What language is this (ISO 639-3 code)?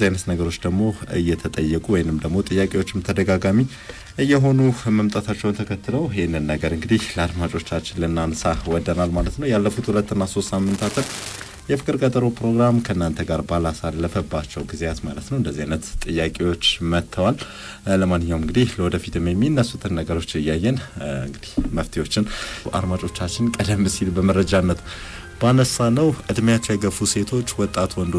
amh